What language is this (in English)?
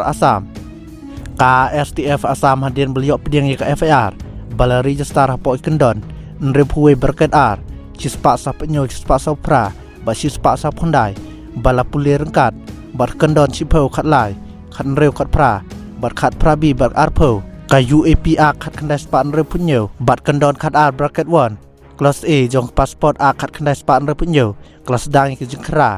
Khasi